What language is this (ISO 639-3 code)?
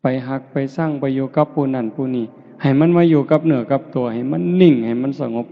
tts